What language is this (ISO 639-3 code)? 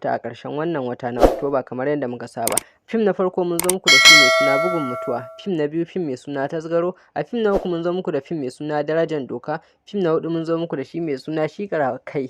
hau